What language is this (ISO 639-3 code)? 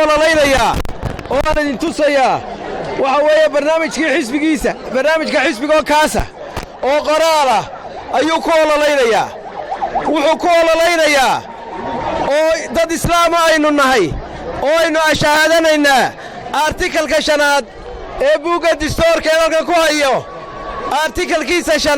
som